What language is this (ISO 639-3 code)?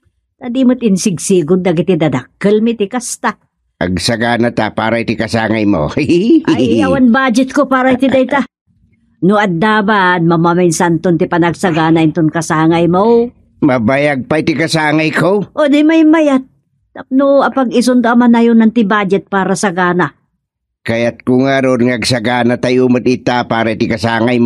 ilo